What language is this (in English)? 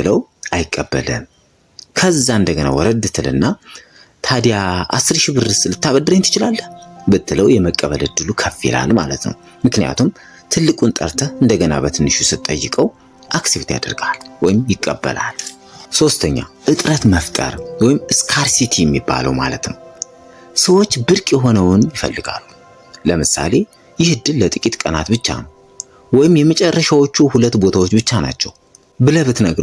Amharic